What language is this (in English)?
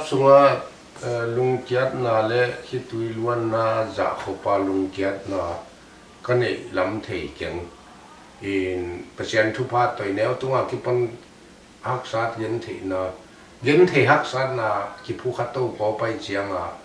Tedim Chin